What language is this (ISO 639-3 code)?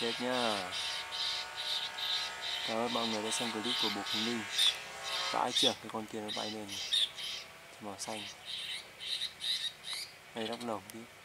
vie